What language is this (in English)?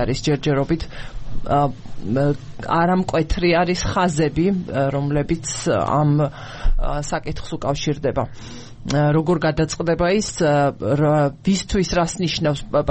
Georgian